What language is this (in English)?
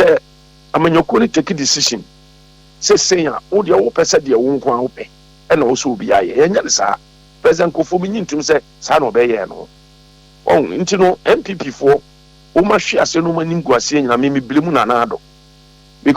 Akan